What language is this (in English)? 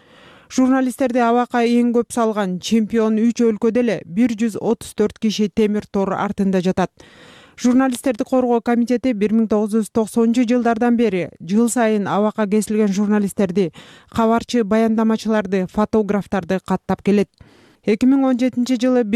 Kyrgyz